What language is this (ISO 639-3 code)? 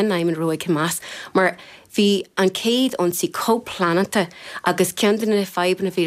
gle